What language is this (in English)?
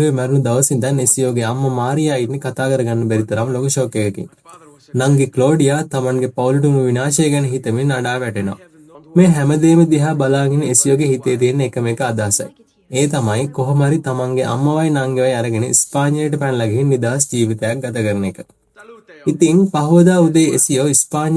Sinhala